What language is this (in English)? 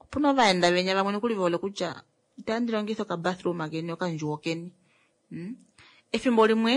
Kuanyama